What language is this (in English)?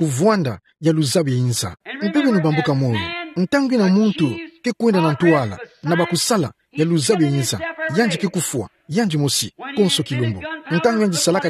Kituba (Democratic Republic of Congo)